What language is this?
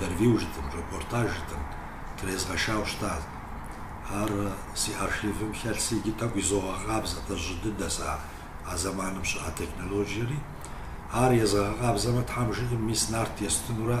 Kabardian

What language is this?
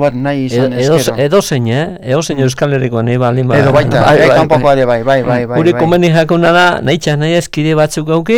Basque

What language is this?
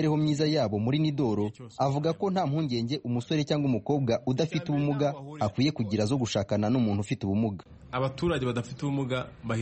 Kinyarwanda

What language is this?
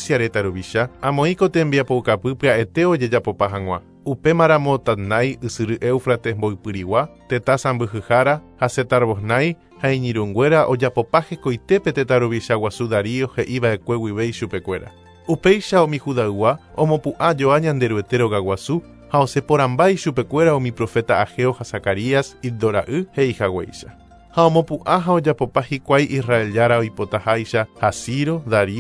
Guarani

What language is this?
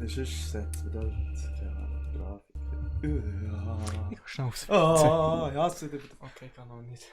Swiss German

